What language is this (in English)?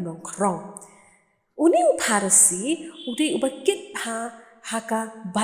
Khasi